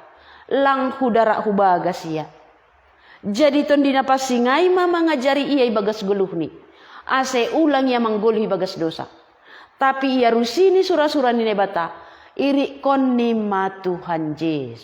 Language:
Batak Simalungun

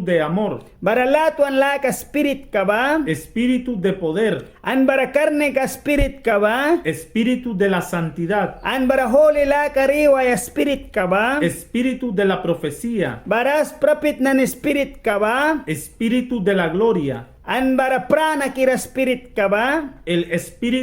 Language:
Mískito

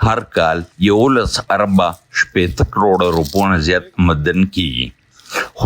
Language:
Pashto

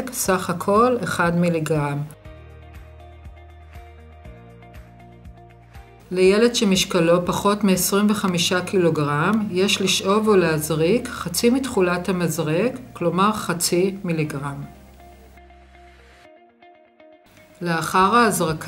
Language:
Hebrew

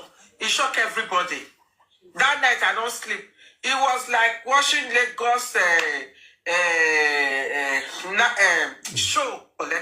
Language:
Nigerian Pidgin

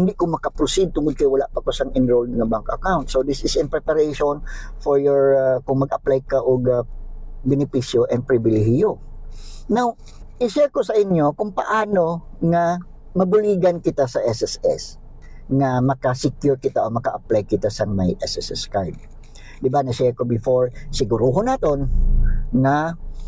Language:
Hiligaynon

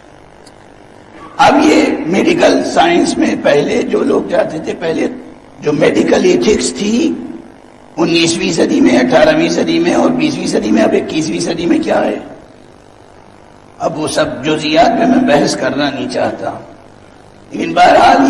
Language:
Urdu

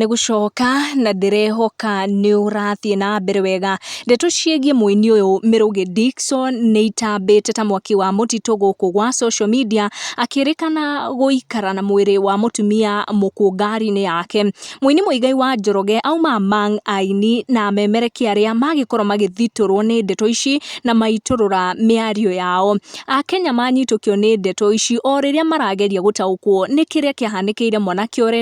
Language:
Kikuyu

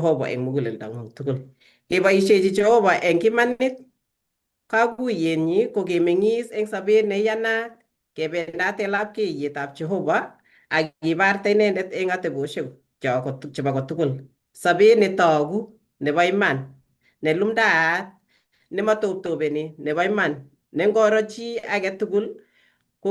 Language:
Kalenjin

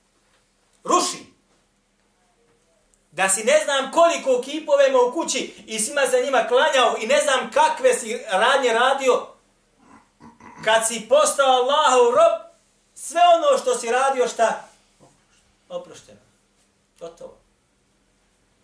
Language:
Bosnian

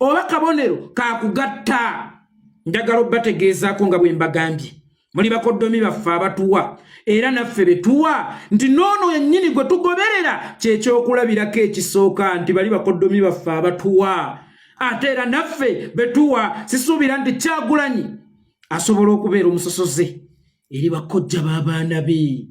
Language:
Ganda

